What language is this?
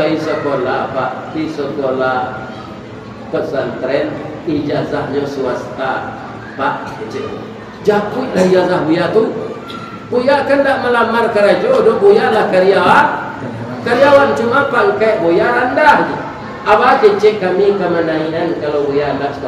Minangkabau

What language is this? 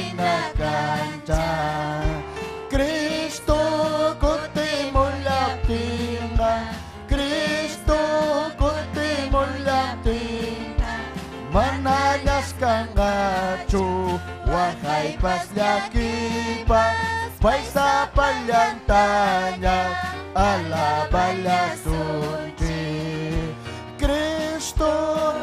Ayacucho Quechua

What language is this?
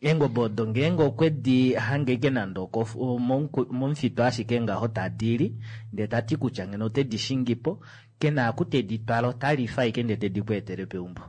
Kuanyama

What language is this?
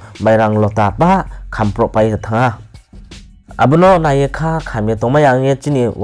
Riang (India)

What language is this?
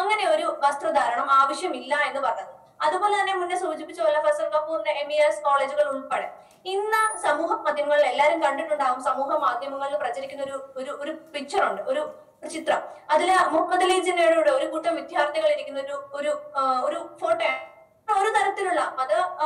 Malayalam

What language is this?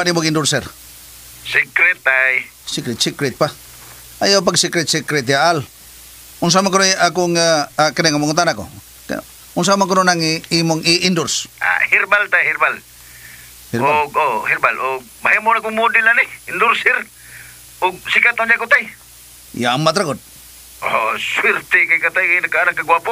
Cebuano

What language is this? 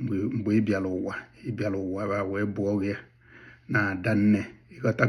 Igbo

